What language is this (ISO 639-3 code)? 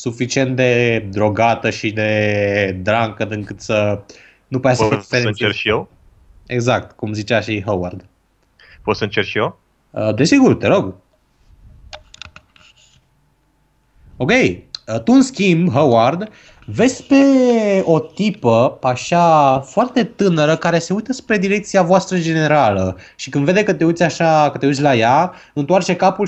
ron